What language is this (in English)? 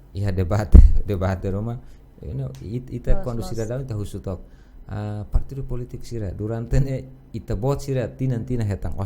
Tetum